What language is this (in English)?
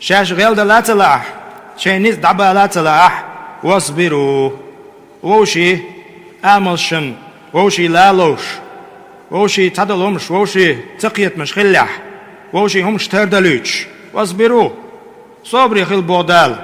Chechen